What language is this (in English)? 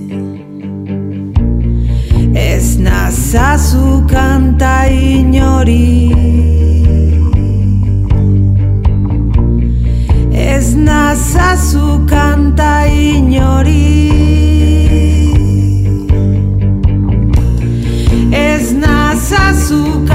Basque